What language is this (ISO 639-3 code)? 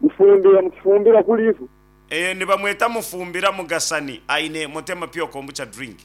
nyn